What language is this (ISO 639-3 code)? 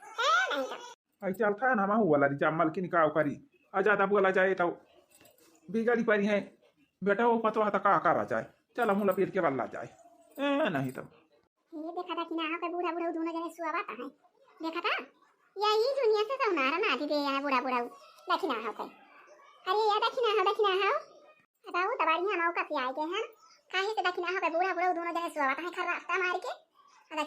awa